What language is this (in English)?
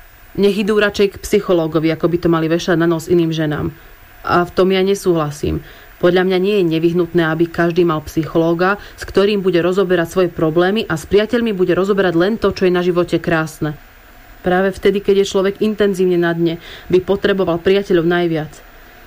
Slovak